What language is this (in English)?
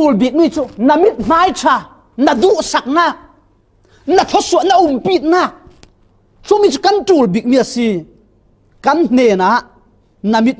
Falam Chin